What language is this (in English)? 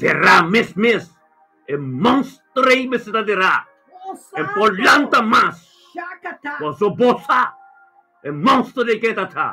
Papiamento